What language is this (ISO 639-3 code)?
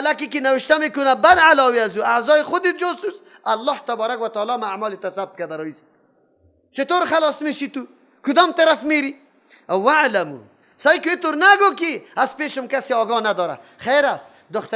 fas